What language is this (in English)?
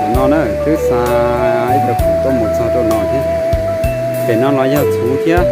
Hmong